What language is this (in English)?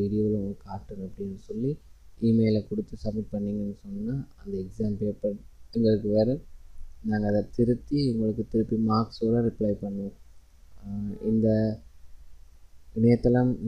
Tamil